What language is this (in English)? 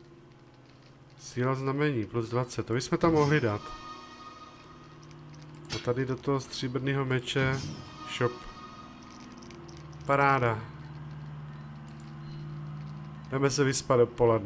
Czech